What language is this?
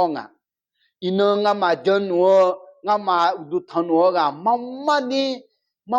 Akha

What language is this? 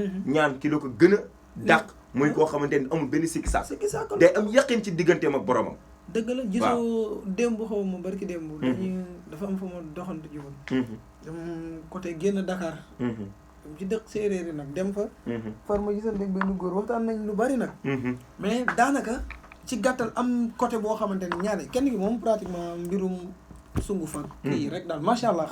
Wolof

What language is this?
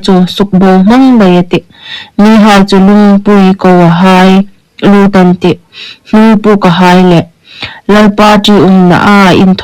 Hmar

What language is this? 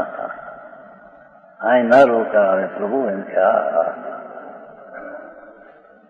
Gujarati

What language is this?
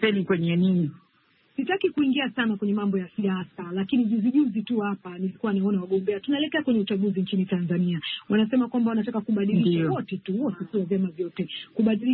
Swahili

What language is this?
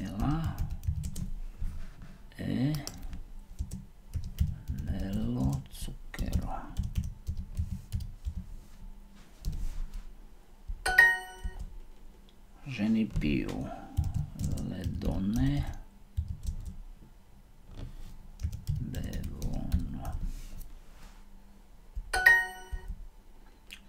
Slovak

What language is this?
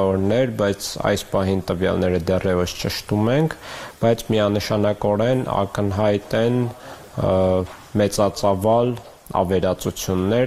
Armenian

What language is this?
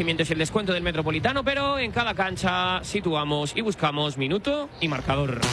Spanish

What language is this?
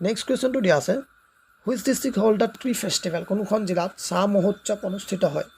Assamese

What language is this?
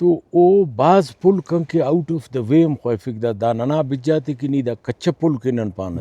Brahui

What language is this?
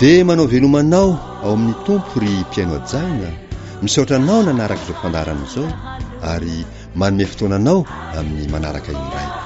Malagasy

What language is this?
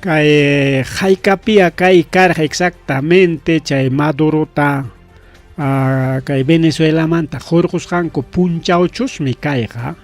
Ayacucho Quechua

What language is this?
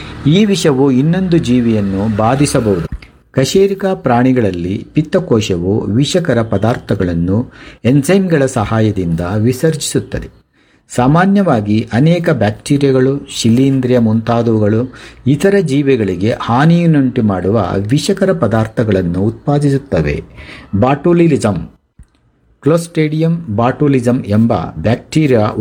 Kannada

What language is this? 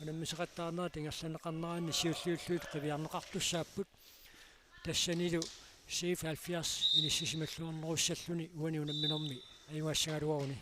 Kalaallisut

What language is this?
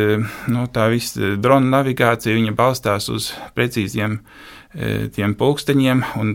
Latvian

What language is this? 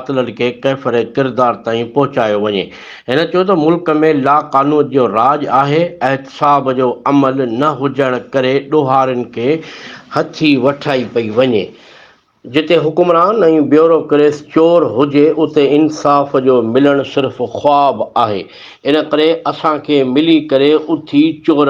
Sindhi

